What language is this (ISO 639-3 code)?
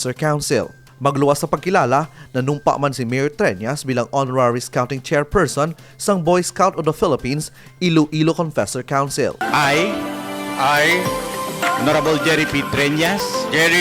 hil